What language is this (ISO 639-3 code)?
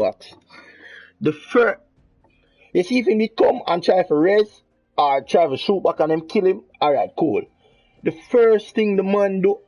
jam